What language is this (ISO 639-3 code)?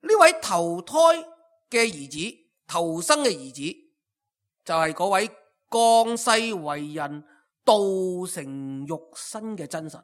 yue